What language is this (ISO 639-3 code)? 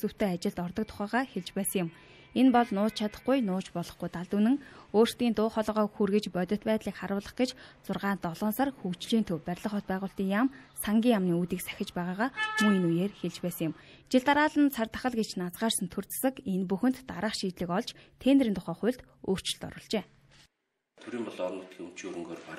mon